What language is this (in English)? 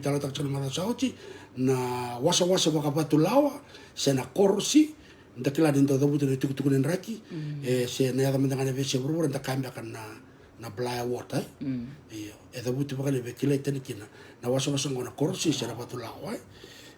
Fijian